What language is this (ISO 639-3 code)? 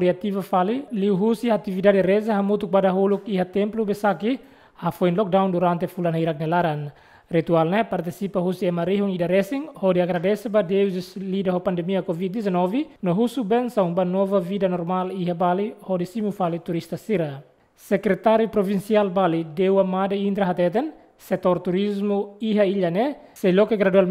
tet